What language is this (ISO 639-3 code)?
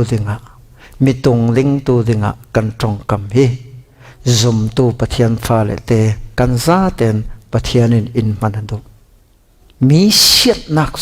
cfm